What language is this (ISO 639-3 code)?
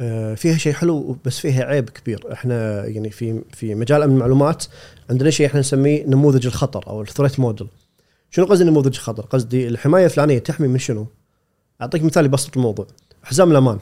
afb